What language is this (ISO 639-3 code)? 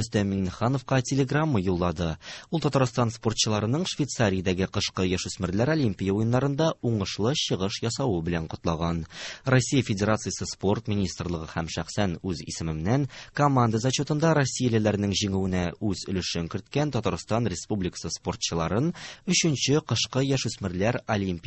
tat